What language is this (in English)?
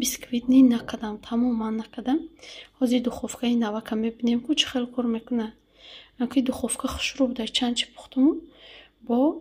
Tajik